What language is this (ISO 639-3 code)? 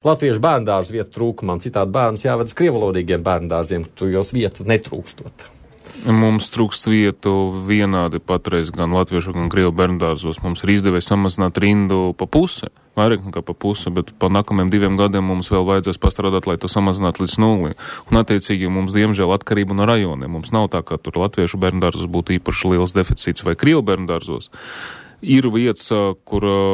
lav